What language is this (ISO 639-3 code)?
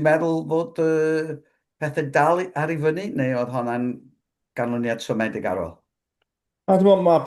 cym